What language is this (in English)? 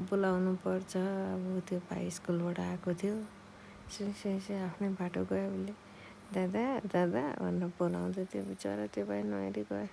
Nepali